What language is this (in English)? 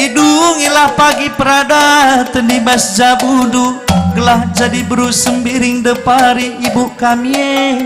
Batak Karo